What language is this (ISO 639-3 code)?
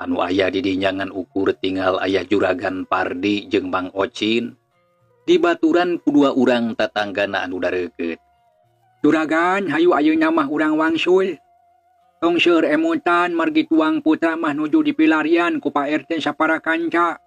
sun